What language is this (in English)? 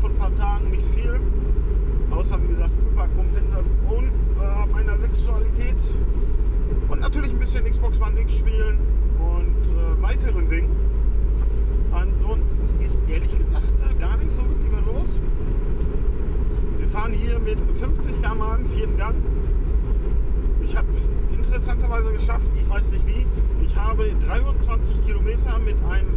German